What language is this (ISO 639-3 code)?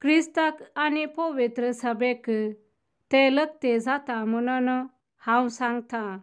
kok